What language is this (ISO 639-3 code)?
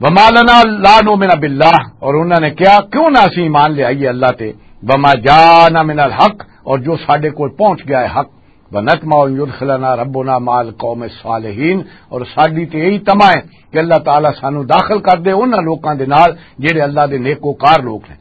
lah